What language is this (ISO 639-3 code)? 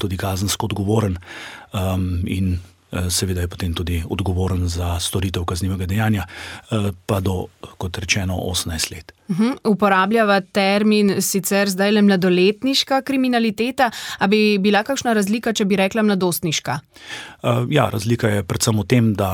slv